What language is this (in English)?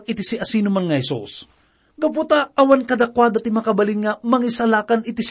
Iloko